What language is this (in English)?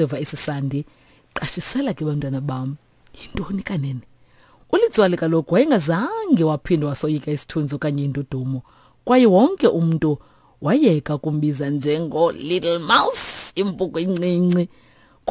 Xhosa